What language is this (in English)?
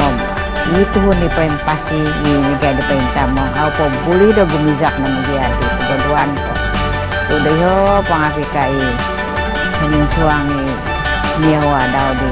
Central Dusun